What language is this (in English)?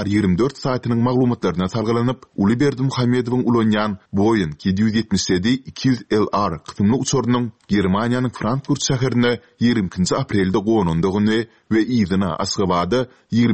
Turkmen